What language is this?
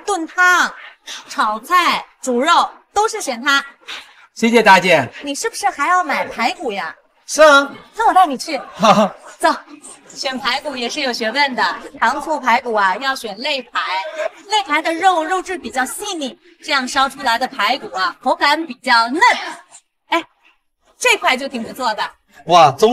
Chinese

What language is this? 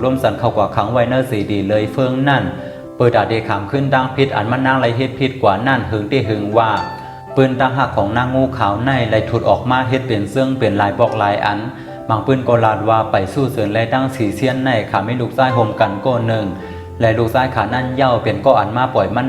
Shan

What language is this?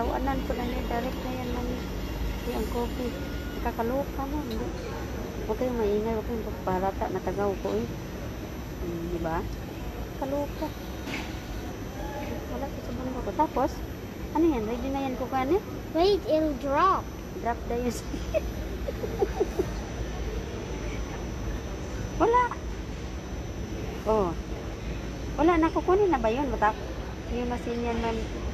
Filipino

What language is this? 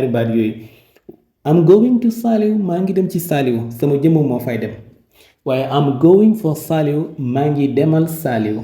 Wolof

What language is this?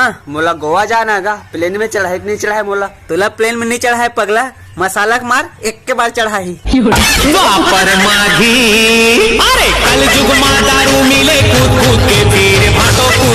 Chhattisgarhi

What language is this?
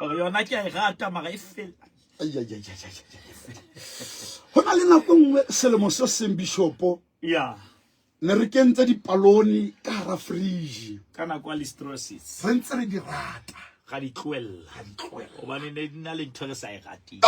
Southern Sotho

